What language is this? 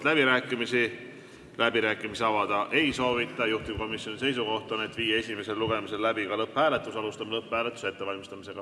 Estonian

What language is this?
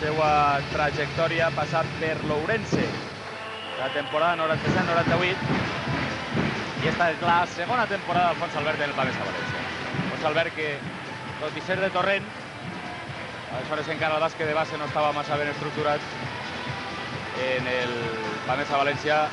Catalan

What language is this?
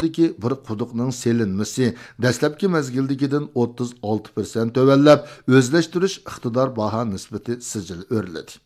Uyghur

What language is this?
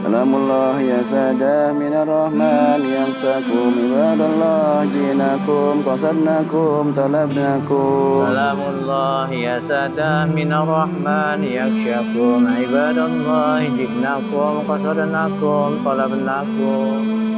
Banjar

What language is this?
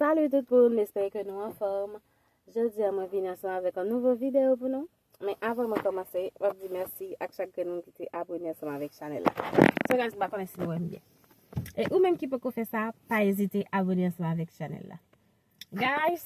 Haitian Creole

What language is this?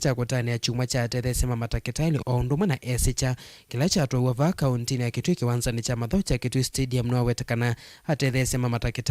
Kamba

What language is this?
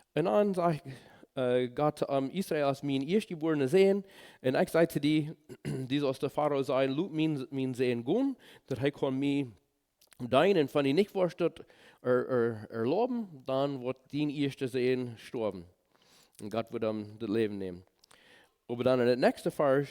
Plautdietsch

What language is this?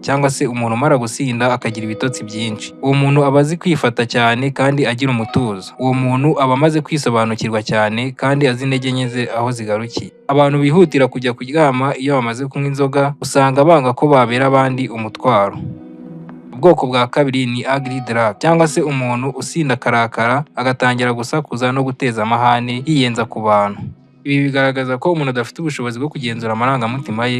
Kinyarwanda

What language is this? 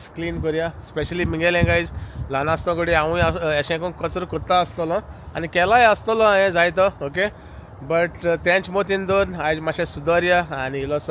Konkani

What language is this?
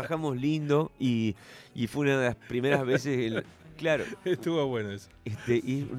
Spanish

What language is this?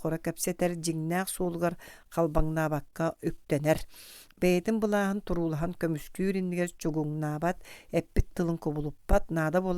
Yakut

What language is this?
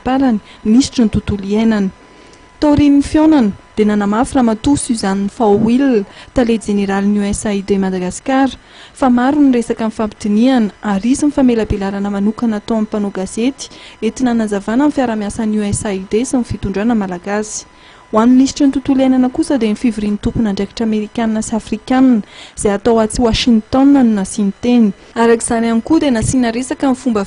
Malagasy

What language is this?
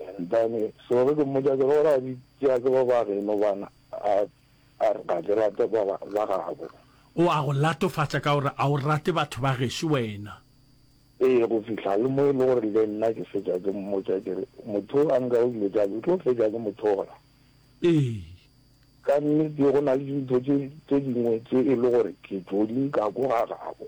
Northern Sotho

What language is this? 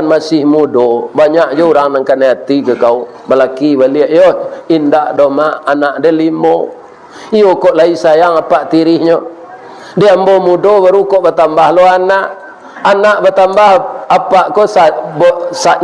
Minangkabau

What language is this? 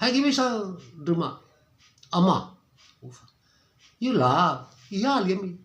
Nias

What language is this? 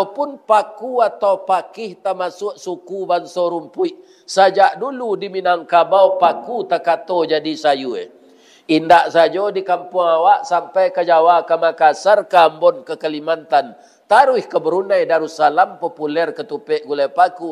Minangkabau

